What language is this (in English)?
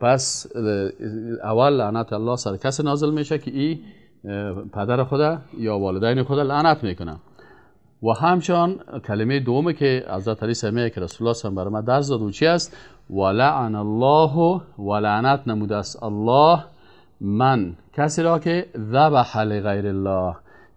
Persian